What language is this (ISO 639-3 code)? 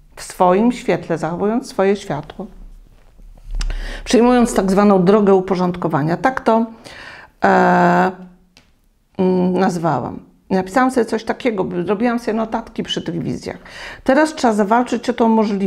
pol